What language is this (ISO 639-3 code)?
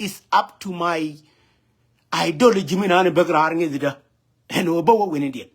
nus